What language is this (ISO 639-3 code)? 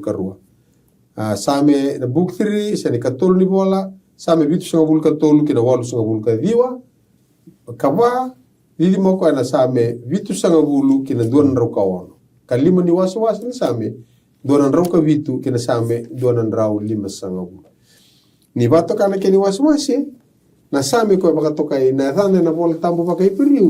fij